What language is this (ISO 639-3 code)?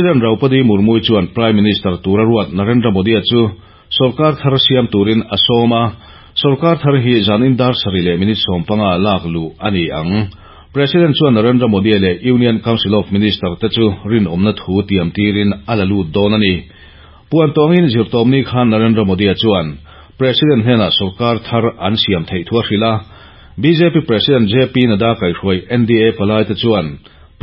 lus